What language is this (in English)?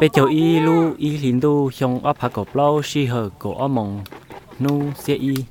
Hmong